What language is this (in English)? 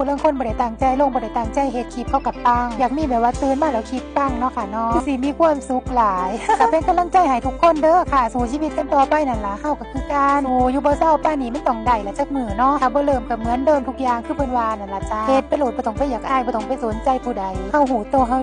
Northeastern Thai